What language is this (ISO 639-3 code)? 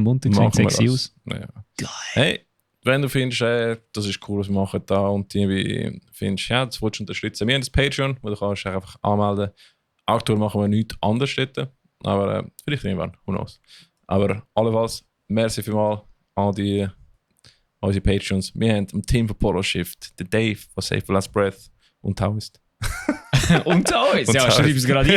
gsw